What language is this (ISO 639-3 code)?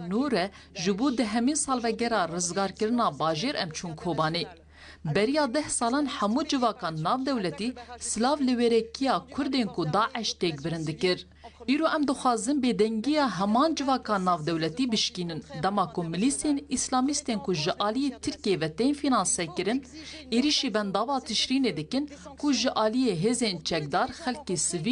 kur